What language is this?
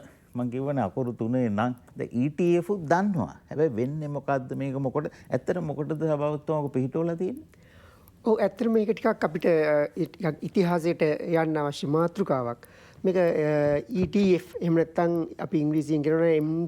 Sinhala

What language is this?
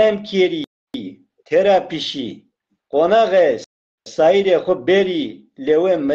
Zaza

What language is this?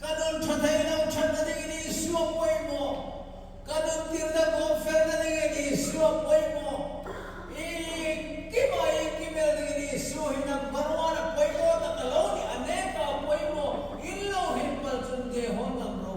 Hmar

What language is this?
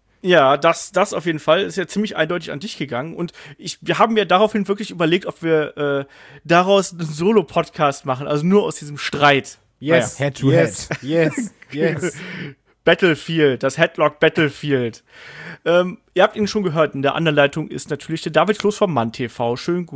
German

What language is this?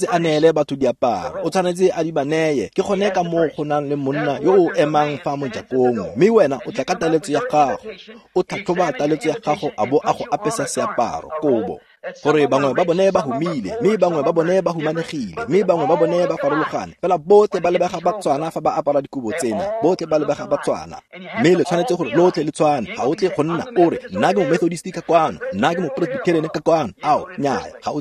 Tswana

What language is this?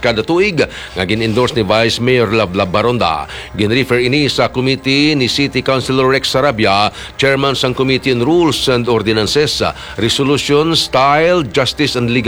Hiligaynon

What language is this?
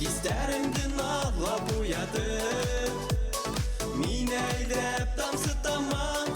Bashkir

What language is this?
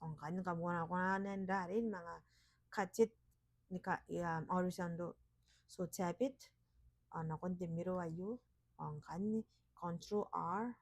Gilbertese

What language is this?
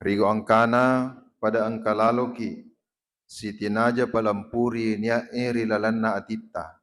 Buginese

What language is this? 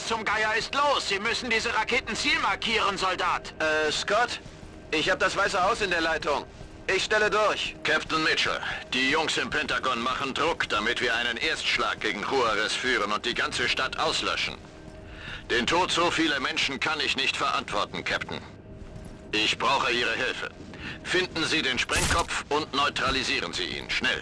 Bavarian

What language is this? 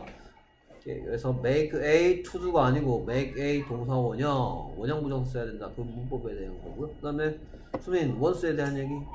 Korean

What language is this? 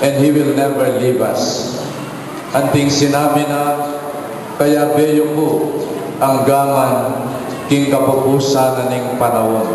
Pampanga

